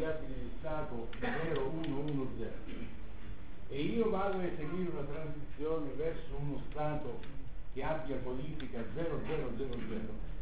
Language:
Italian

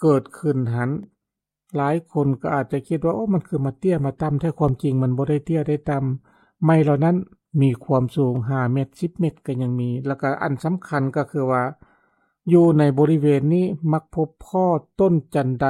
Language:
Lao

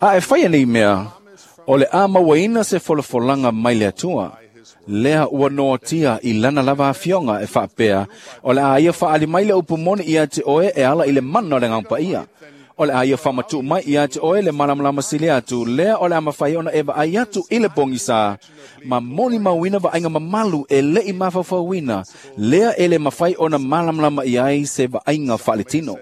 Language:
Samoan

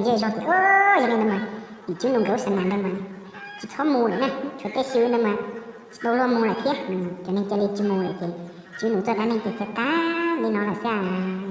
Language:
Hmong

